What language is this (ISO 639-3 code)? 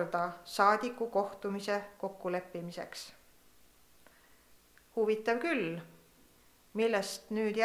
est